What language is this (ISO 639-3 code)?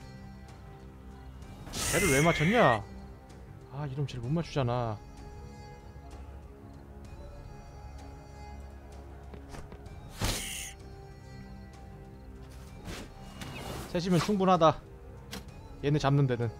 kor